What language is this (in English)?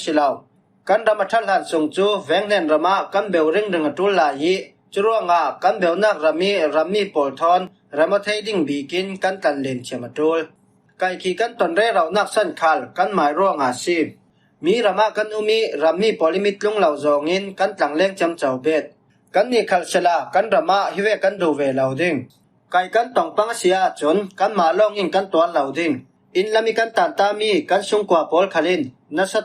Falam Chin